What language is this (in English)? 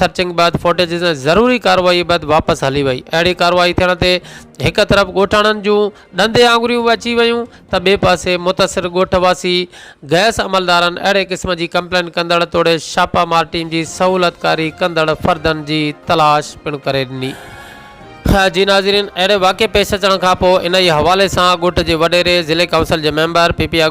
Sindhi